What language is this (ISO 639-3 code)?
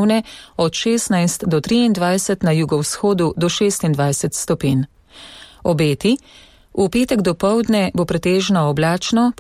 slv